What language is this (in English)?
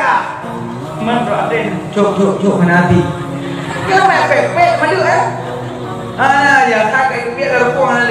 Achinese